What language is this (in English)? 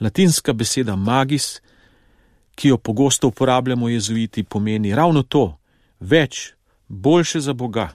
Slovenian